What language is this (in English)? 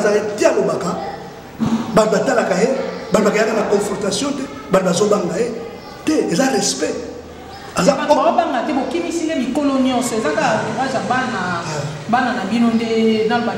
Lingala